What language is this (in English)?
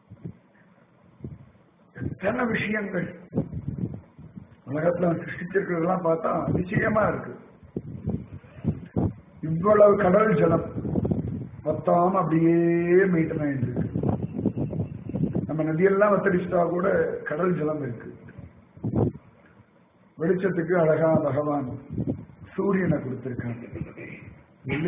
Tamil